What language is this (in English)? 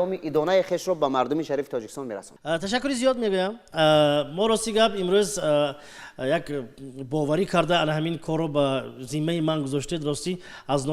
Tajik